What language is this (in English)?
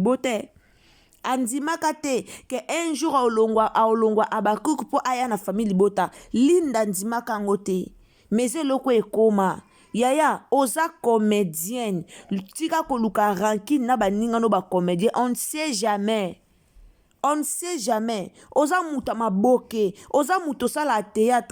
Lingala